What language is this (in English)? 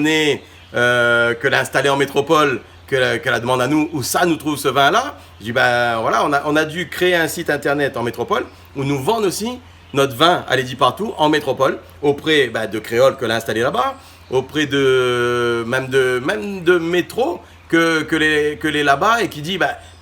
Réunion Creole French